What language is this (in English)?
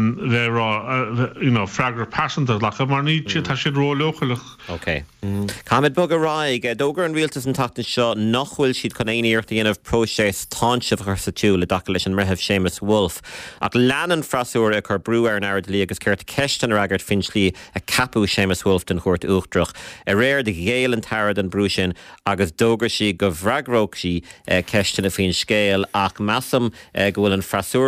Irish